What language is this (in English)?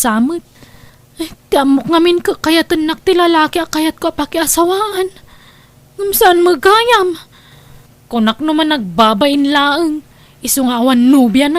Iloko